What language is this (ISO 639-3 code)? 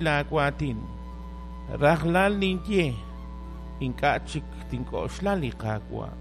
kek